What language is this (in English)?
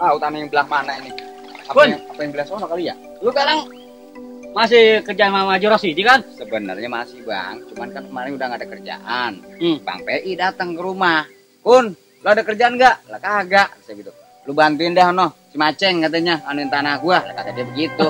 Betawi